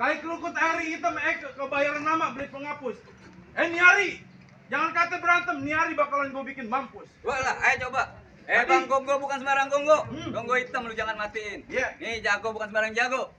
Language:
Betawi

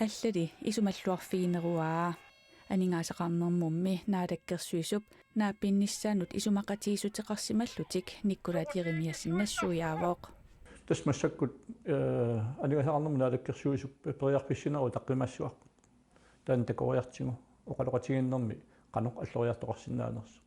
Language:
Kalaallisut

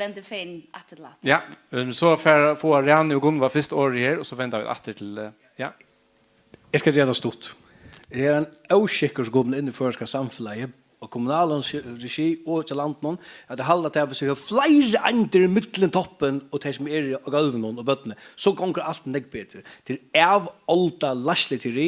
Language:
Faroese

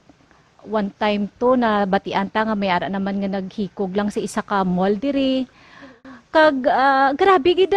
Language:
Hiligaynon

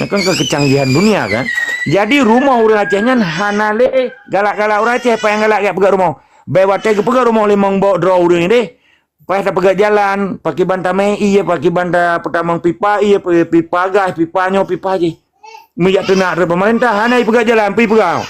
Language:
Achinese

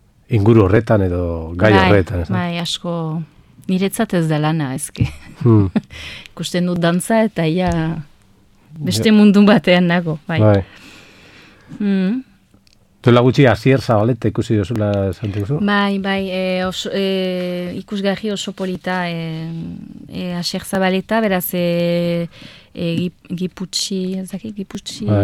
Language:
Basque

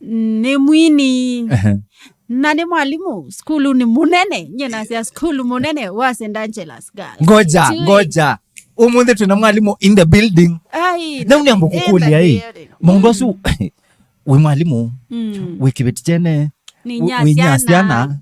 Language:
Kamba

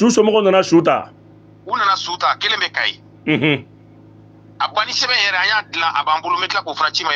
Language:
Bambara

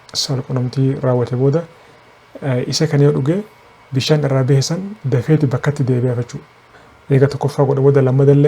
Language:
Oromo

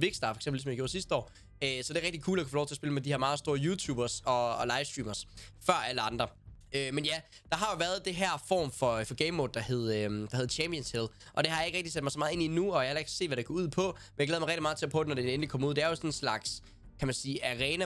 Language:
Danish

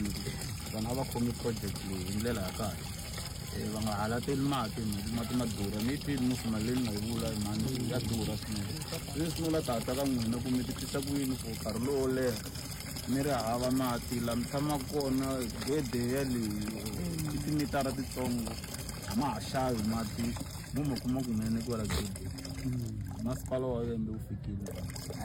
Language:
Tsonga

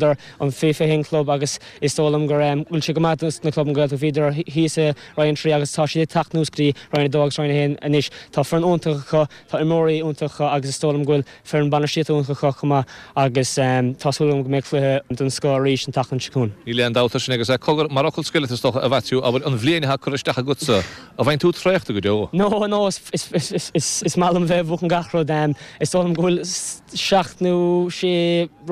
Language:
Irish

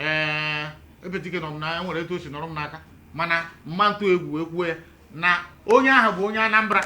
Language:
Igbo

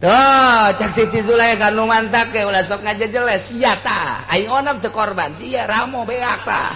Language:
Sundanese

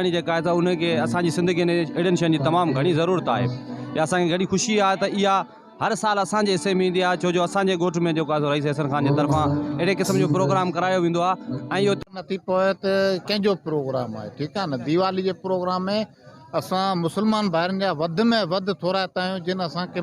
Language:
Sindhi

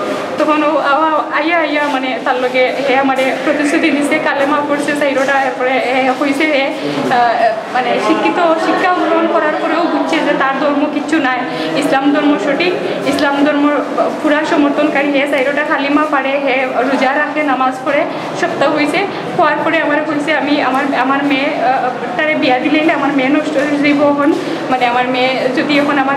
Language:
Sylheti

